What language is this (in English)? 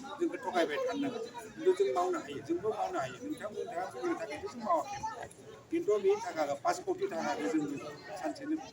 Bodo